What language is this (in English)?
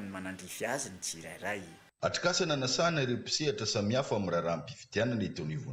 Malagasy